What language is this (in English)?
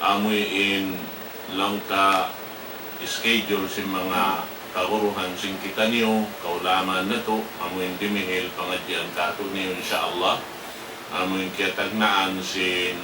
Tausug